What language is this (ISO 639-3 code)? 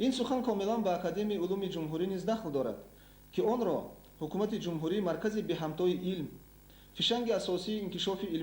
tgk